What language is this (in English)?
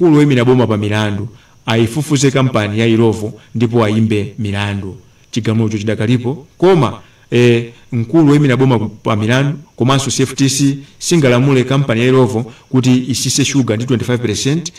Nyanja